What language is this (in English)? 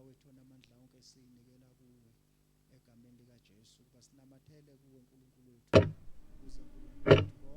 Zulu